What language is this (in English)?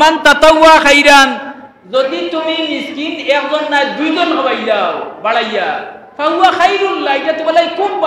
Sylheti